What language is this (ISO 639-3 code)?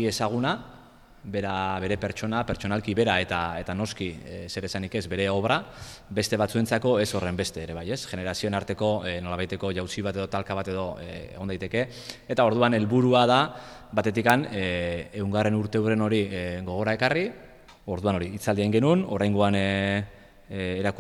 eus